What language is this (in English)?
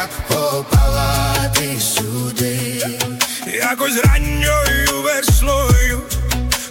Ukrainian